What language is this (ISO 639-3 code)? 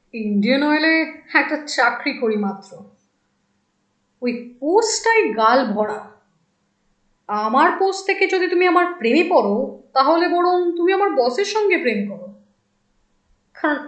ben